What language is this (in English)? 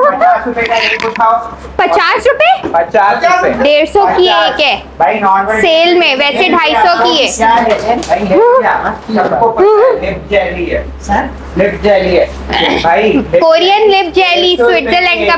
Hindi